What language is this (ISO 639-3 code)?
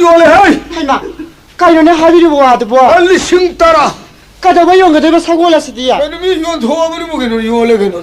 mni